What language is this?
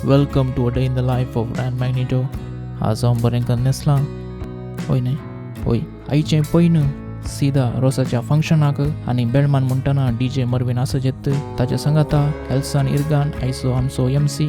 Konkani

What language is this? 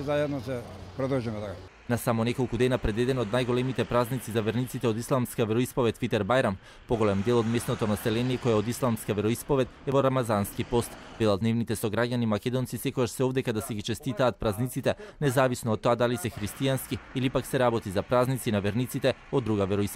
Macedonian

